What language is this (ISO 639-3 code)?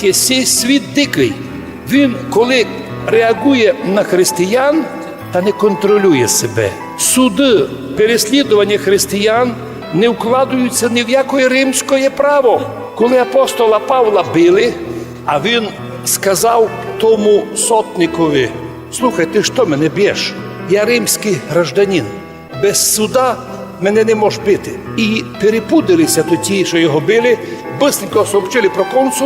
rue